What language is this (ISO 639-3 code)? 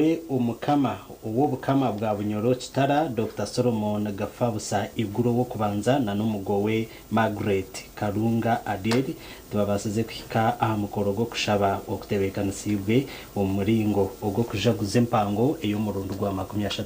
nyn